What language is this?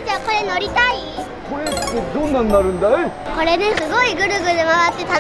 Japanese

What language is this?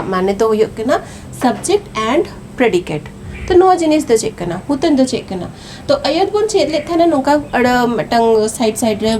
Santali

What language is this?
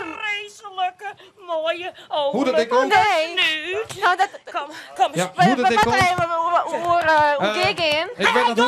Western Frisian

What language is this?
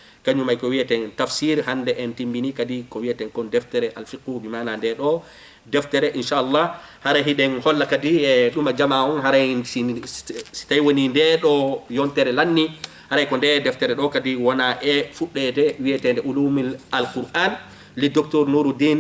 Fula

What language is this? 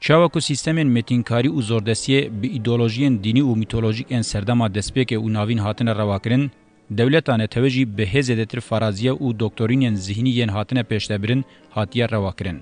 Kurdish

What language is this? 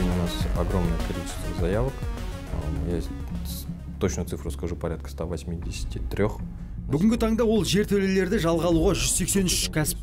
Kazakh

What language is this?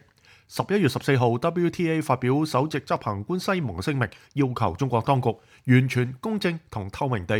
Cantonese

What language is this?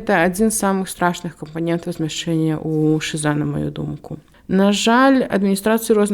Belarusian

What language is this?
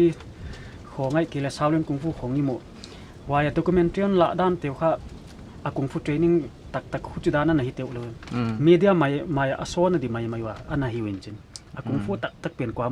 Paite Chin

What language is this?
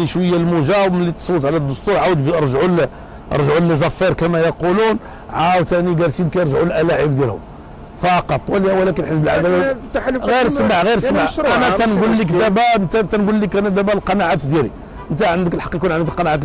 Moroccan Arabic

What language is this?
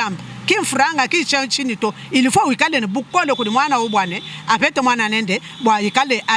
Luba-Lulua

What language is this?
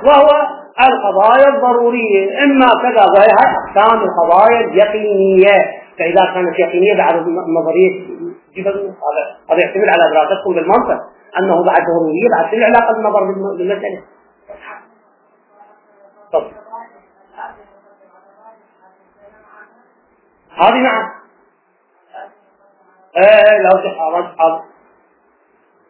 Arabic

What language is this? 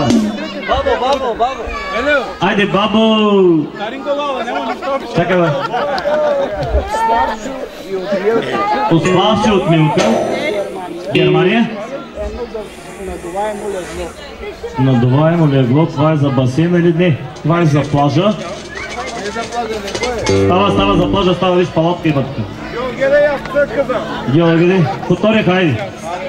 Bulgarian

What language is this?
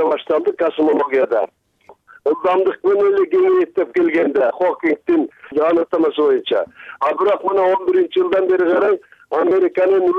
Kyrgyz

